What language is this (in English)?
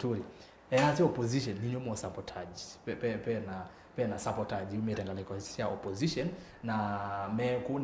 Kamba